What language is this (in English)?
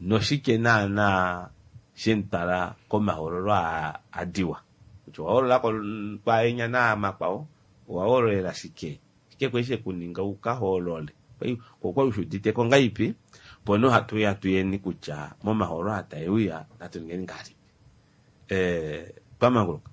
Kuanyama